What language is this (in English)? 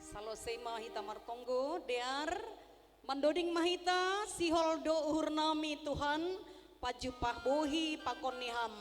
Batak Simalungun